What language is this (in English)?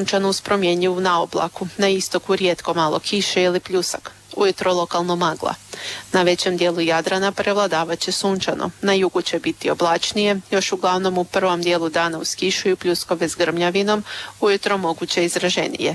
Croatian